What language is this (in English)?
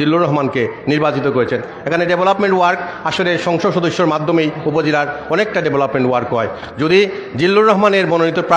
Bangla